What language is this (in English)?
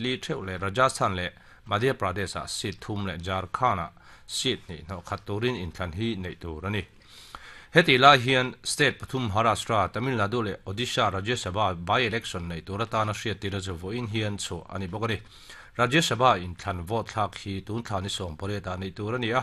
Mizo